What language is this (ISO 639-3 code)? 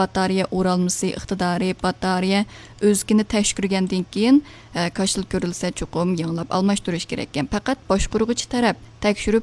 uig